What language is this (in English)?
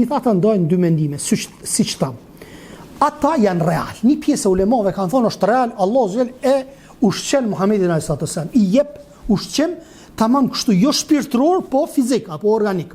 Albanian